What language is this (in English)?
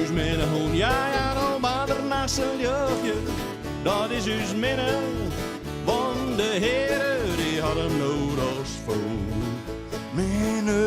Western Frisian